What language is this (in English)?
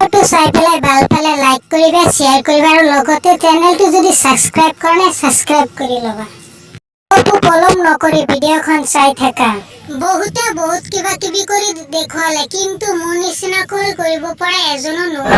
Assamese